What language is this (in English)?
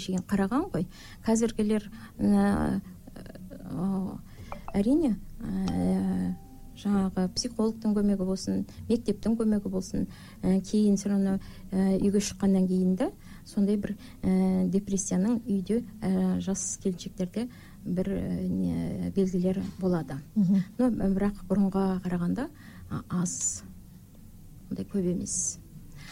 Kazakh